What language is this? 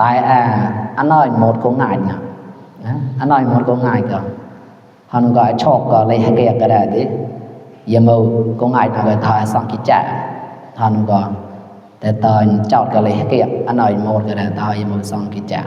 Mon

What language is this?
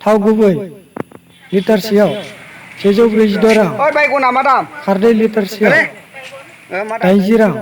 Bodo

